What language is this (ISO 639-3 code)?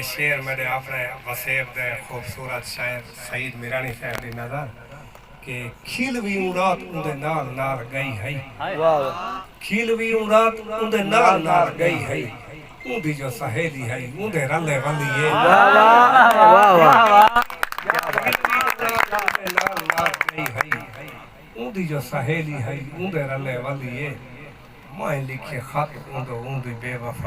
skr